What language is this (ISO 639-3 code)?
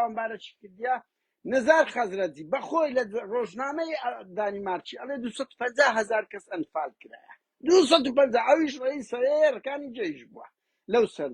ckb